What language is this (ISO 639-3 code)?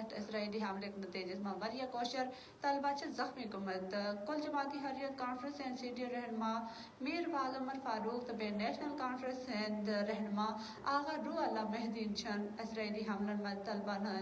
gju